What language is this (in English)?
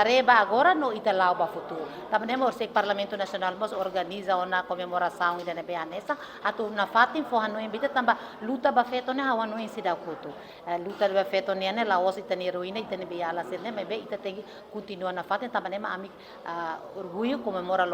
Tetum